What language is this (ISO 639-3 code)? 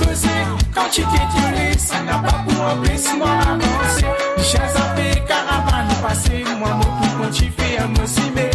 mfe